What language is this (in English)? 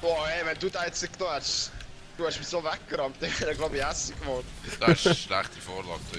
Swiss German